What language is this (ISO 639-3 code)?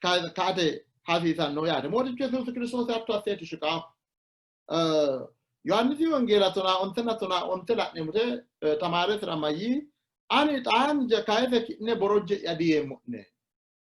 sid